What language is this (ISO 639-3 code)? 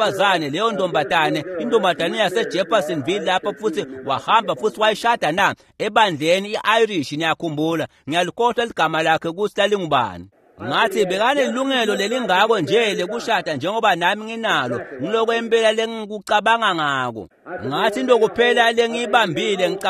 ssw